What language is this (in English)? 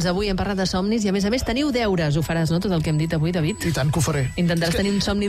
Catalan